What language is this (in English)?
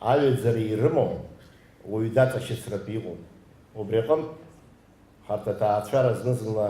Abkhazian